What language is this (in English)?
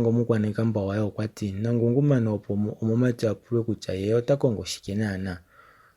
Kuanyama